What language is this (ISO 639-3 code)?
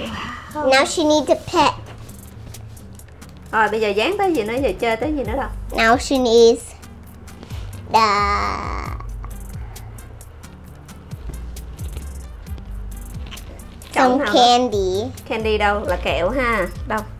vie